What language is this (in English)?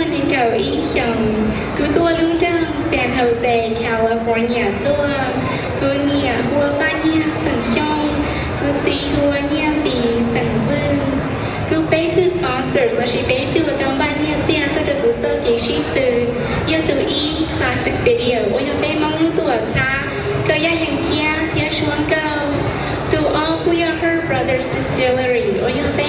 Hmong